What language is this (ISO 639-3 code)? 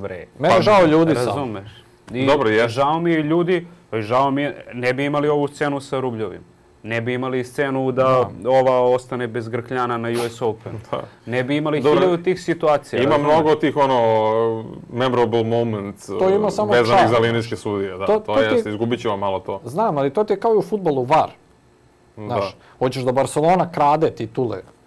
srp